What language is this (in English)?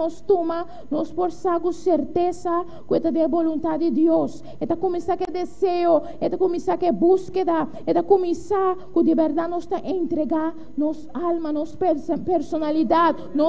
Papiamento